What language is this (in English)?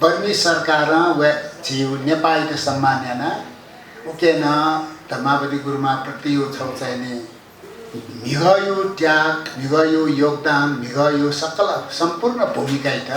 Newari